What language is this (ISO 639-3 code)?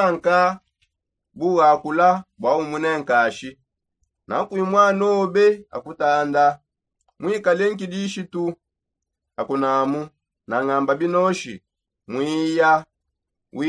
sop